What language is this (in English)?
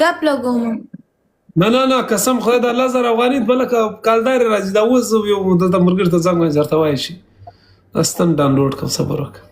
Pashto